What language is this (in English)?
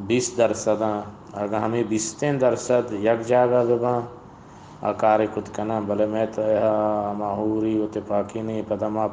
Eastern Balochi